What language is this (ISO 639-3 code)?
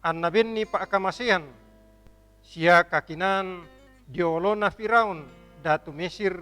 sda